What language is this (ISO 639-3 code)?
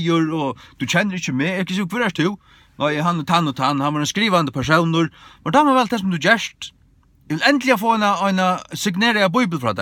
fao